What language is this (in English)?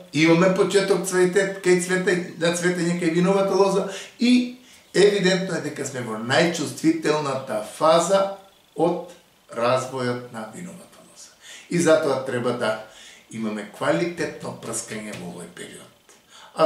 Macedonian